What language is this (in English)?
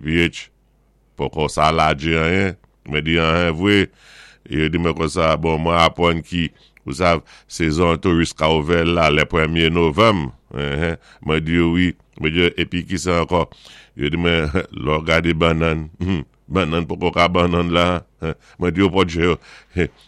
Saint Lucian Creole French